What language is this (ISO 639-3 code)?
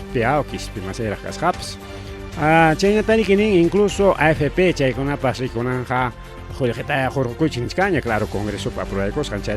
quy